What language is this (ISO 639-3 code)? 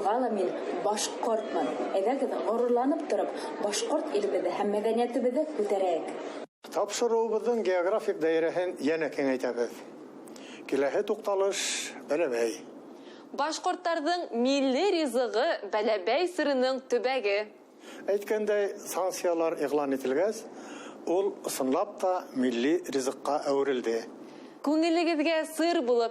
bak